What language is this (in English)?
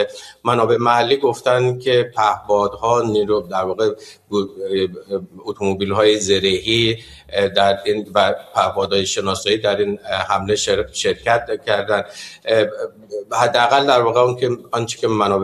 Persian